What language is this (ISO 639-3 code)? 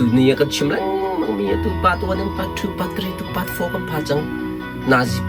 cnh